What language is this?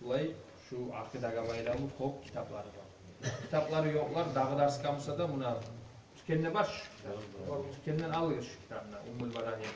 Kumyk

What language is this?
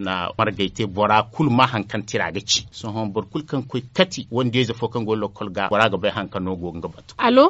Zarma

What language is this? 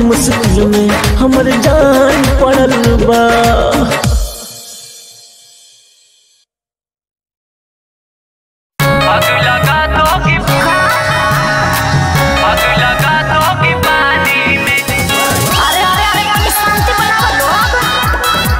Bhojpuri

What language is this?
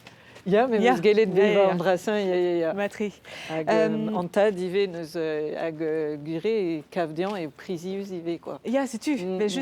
Breton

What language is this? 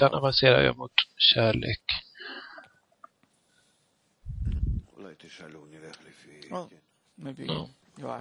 Swedish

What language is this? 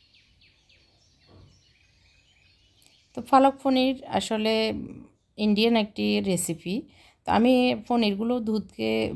Bangla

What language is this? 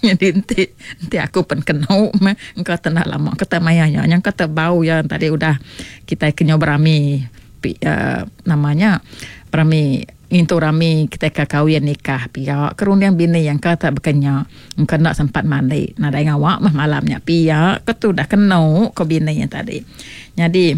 Iban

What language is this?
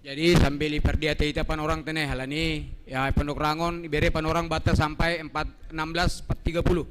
Batak Simalungun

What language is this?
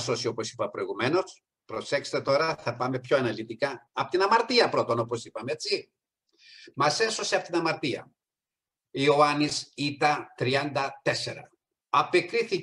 Greek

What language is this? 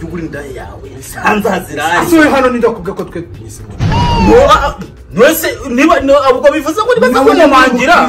Kinyarwanda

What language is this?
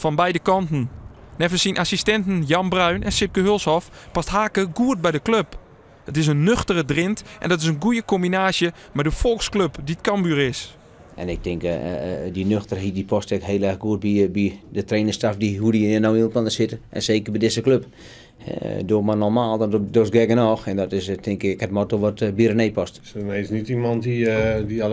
Western Frisian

